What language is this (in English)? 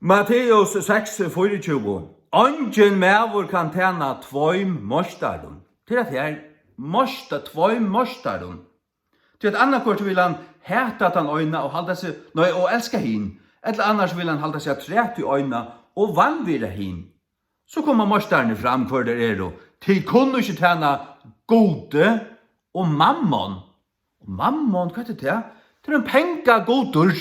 Faroese